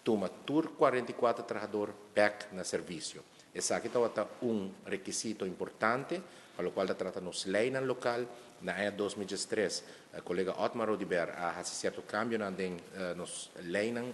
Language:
Papiamento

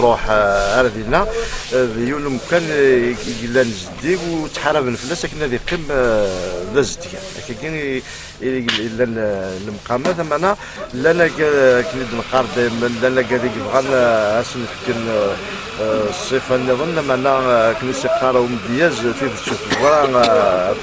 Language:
Kabyle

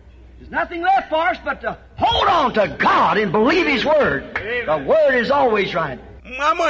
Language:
Bemba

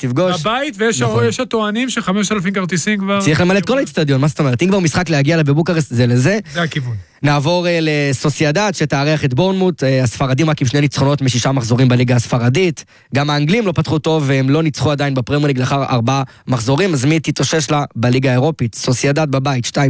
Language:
Hebrew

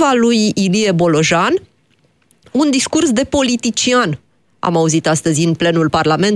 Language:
Romanian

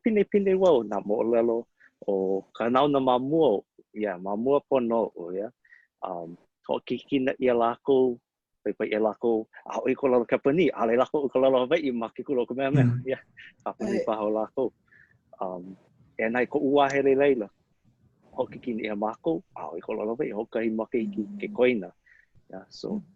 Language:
Hawaiian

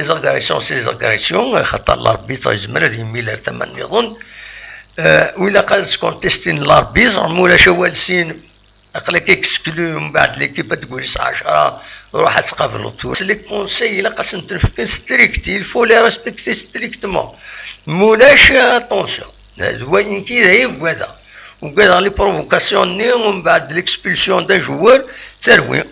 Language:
Kabyle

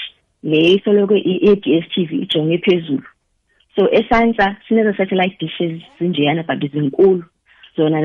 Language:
South Ndebele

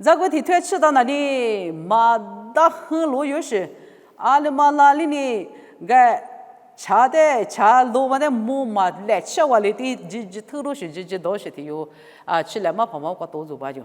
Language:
Lisu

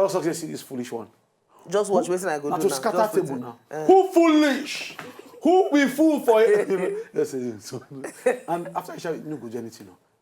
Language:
Nigerian Pidgin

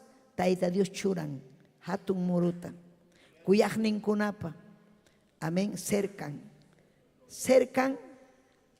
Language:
Ayacucho Quechua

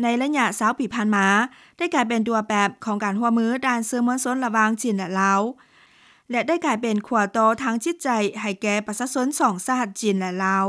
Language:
Lao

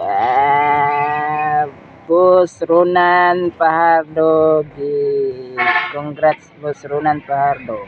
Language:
Cebuano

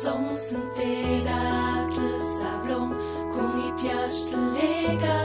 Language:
Ladin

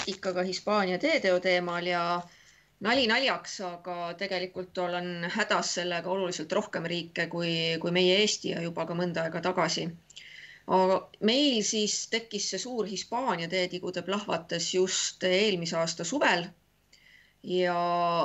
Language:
Estonian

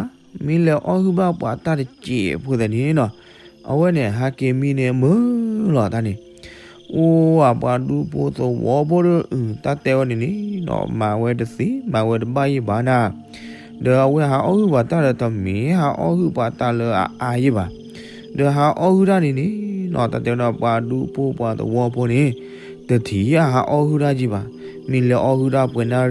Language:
S'gaw Karen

